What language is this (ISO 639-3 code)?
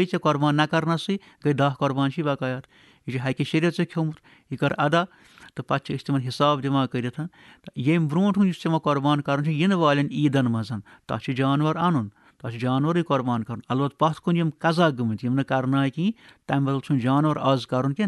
kas